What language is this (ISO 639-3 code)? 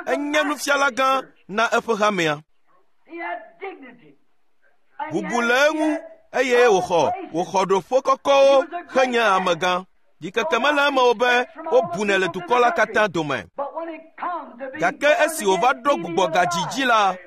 ewe